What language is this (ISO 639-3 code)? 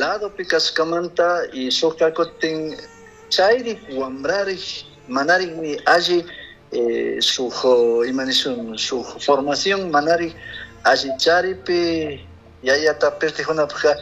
qug